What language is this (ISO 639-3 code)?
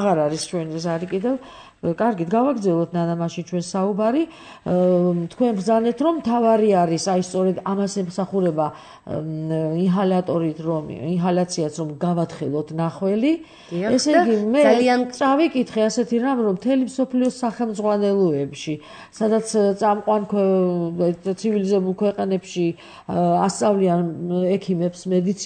kat